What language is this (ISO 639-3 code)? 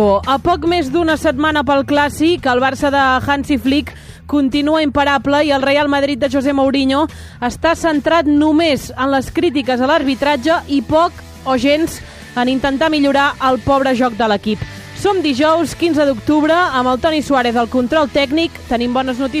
cat